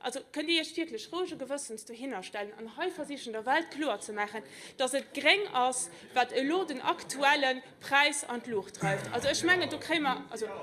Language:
Luxembourgish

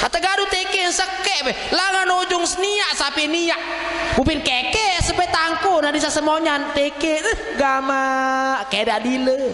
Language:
Sasak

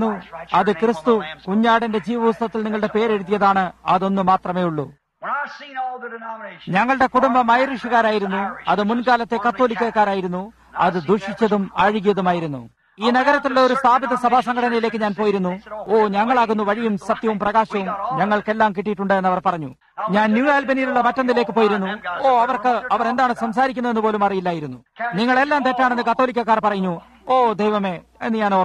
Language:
Malayalam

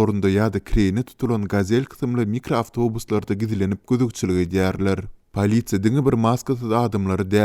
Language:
Turkmen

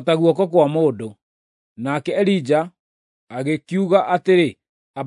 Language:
Kikuyu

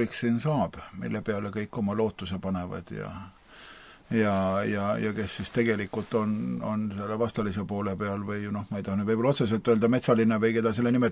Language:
Estonian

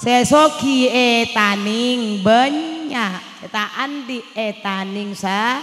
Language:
Madurese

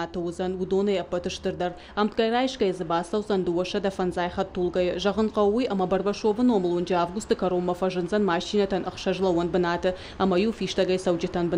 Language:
Ossetic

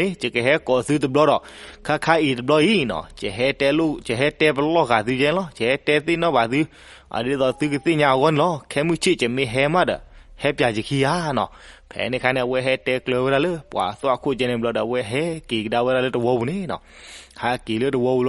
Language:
S'gaw Karen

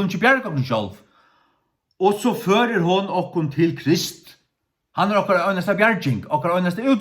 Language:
Faroese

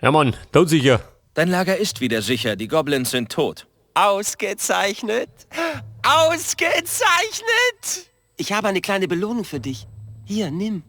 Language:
Bavarian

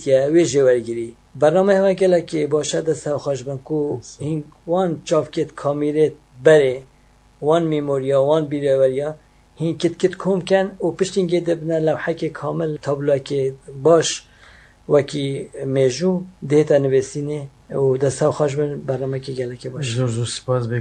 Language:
Kurdish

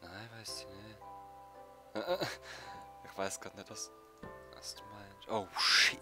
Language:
Swiss German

